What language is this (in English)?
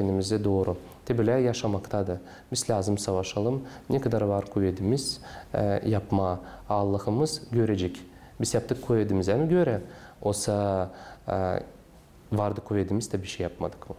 Gagauz